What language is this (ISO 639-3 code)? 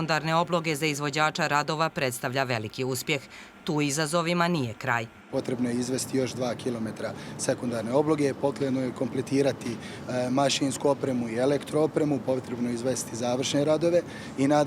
bos